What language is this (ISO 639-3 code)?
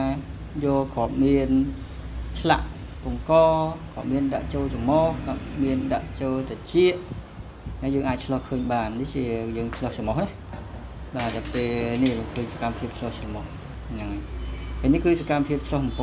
khm